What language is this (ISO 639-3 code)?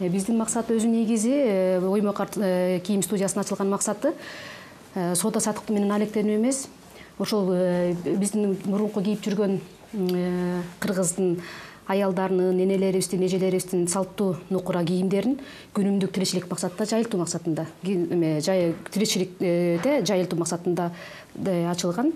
kir